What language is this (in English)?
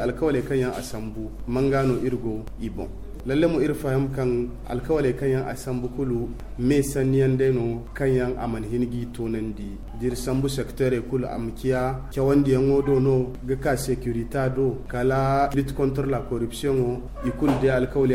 Zarma